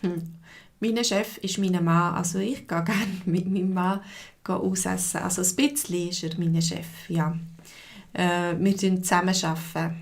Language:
Swiss German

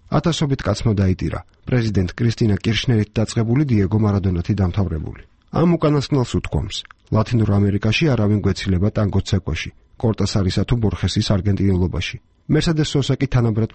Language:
Georgian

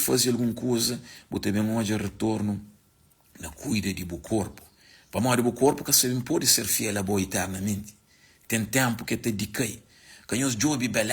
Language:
Kabuverdianu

